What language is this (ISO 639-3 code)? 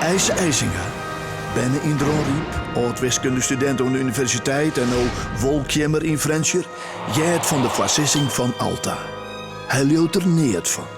fry